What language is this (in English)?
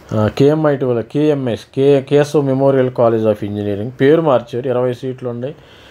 Telugu